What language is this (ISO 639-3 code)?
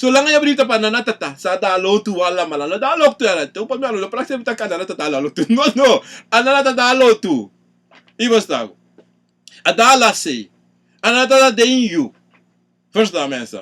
srn